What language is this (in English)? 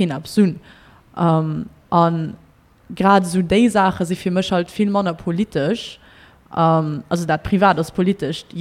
Luxembourgish